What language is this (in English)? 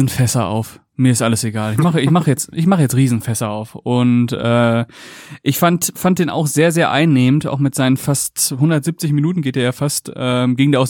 German